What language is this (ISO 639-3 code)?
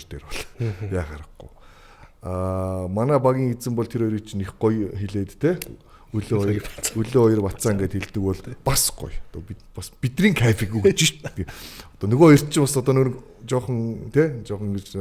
mon